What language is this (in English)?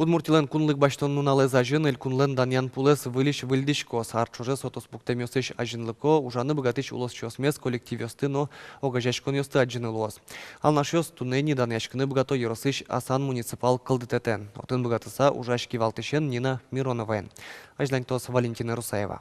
Udmurt